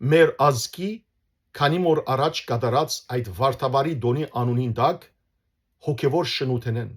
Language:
Western Armenian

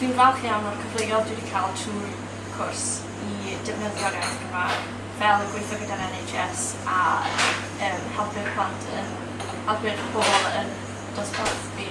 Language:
Welsh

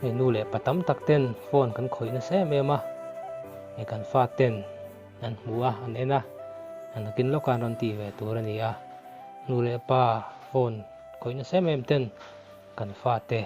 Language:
Mizo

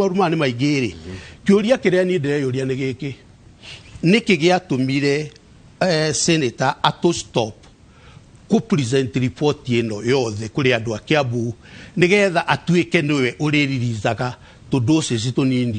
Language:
Kikuyu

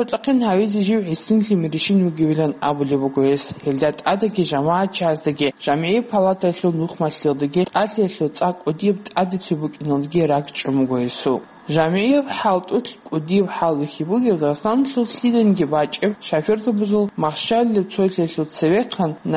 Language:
Avaric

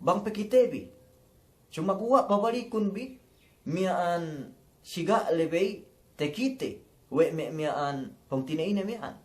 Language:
Yakan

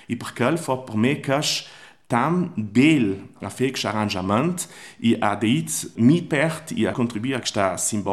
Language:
Italian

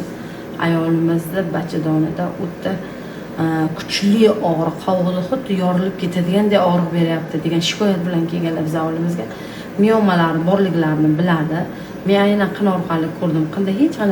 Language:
Uzbek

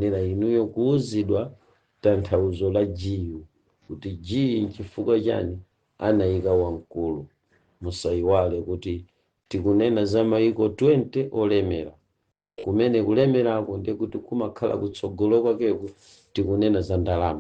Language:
Nyanja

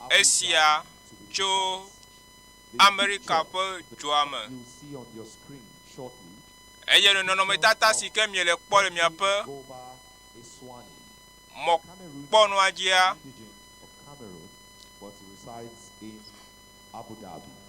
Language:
Ewe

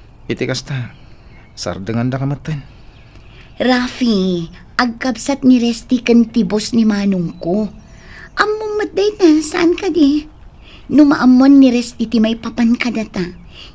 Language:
Iloko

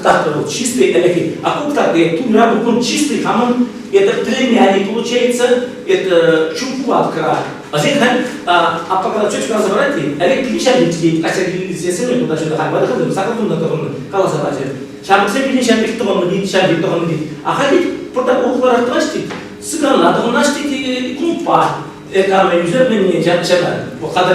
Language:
Chuvash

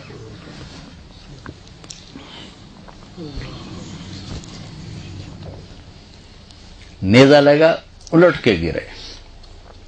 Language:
Urdu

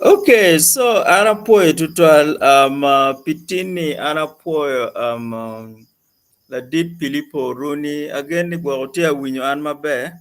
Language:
Acoli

